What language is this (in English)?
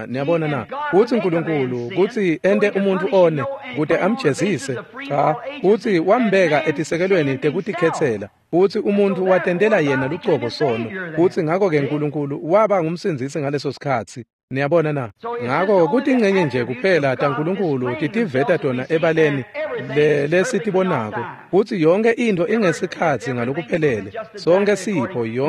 Swati